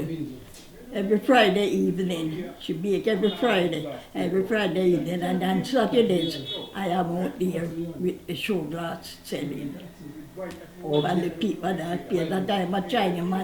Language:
Jamaican Creole English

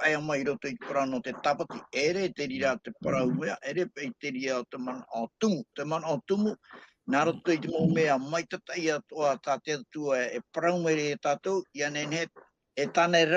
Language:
Tahitian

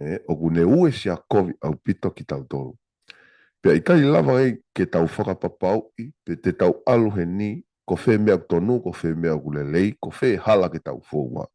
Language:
Tongan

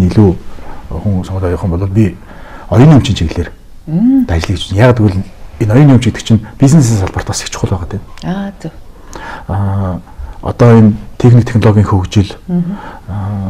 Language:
Mongolian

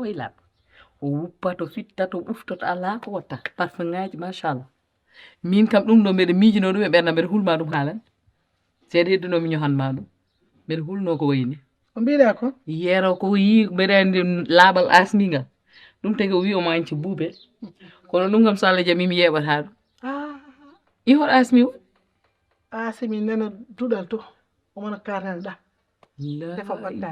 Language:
Fula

